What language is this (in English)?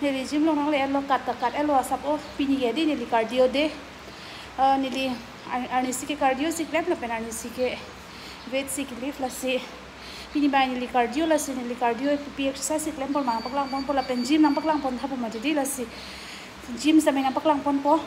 Karbi